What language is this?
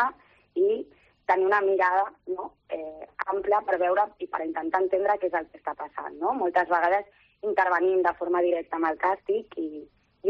Catalan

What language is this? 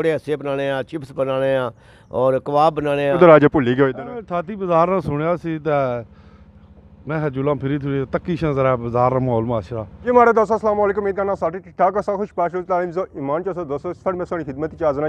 Pahari-Potwari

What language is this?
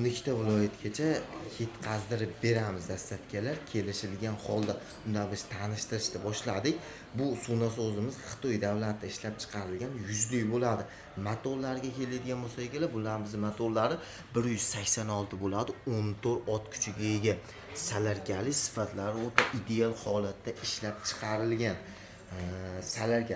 Uzbek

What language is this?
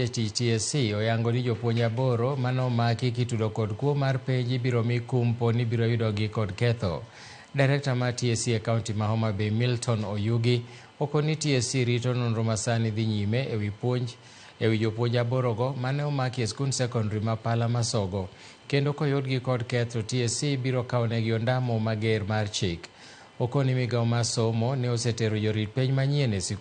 Luo (Kenya and Tanzania)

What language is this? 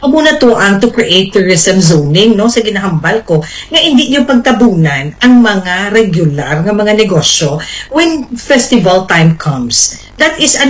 Hiligaynon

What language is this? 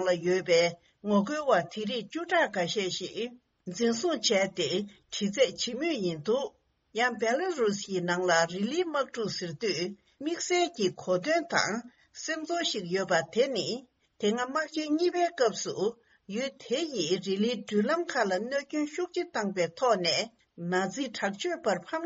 Tibetan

